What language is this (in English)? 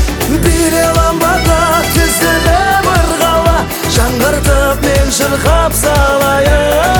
Kazakh